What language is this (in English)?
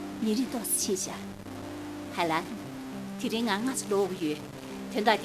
Tibetan